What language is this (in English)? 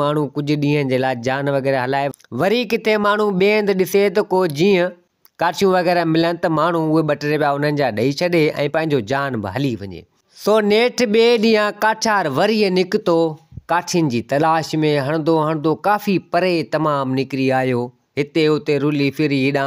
Sindhi